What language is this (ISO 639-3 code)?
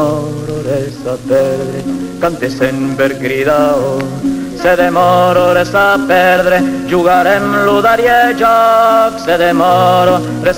oci